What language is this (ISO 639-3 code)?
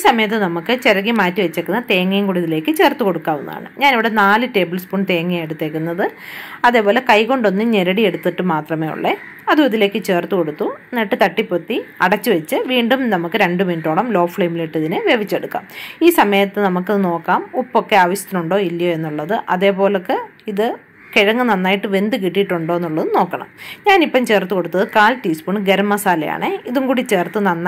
mal